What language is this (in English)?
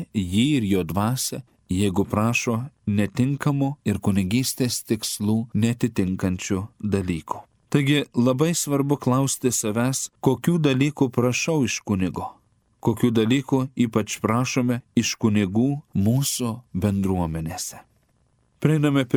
Lithuanian